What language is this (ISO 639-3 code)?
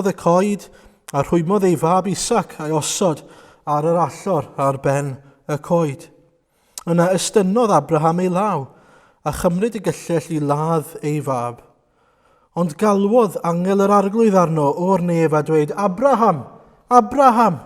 cym